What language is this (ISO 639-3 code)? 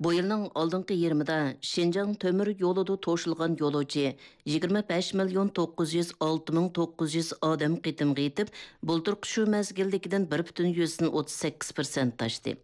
uig